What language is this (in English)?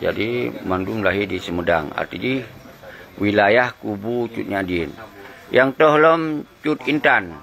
Achinese